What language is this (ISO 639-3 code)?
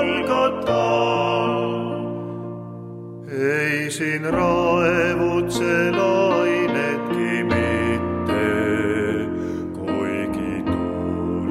est